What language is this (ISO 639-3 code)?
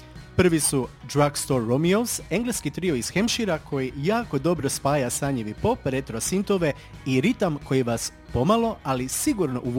hrv